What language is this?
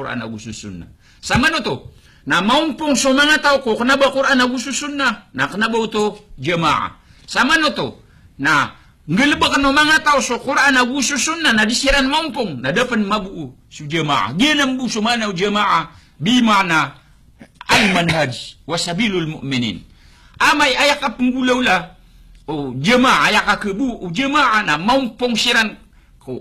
Maranao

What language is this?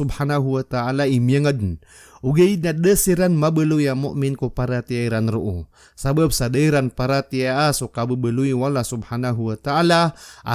Maranao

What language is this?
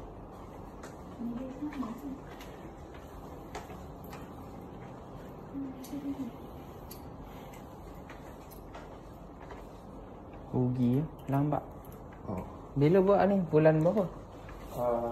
Malay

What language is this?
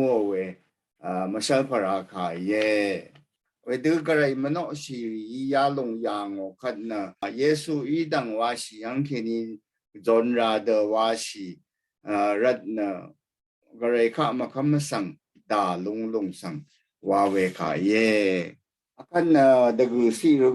Rawang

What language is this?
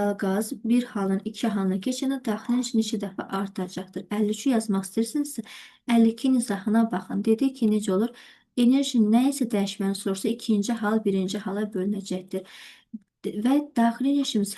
Azerbaijani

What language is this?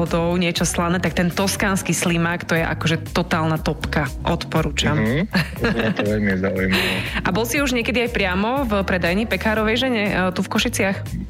Slovak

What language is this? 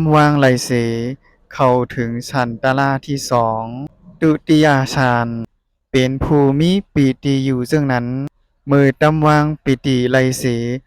Shan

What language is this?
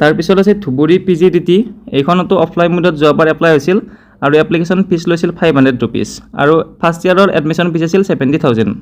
Assamese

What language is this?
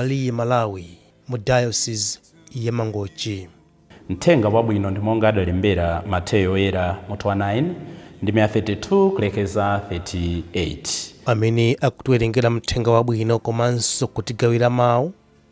Nyanja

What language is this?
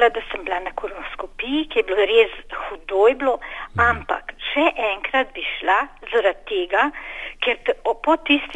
Slovenian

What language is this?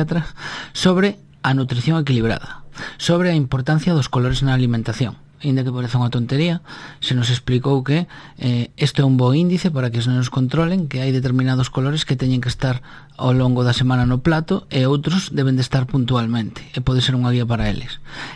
Galician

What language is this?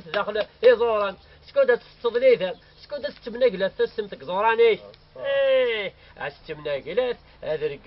Kabyle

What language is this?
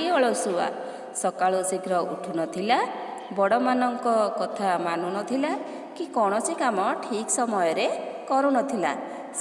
Odia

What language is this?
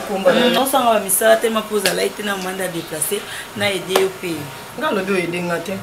Lingala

